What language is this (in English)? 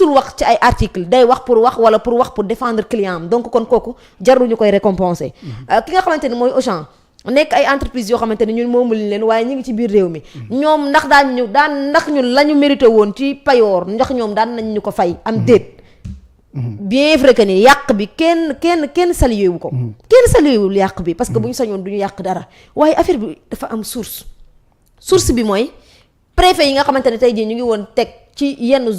Wolof